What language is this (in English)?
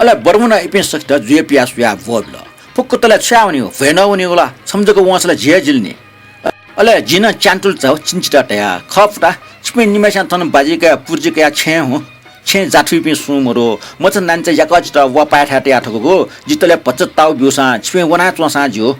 Newari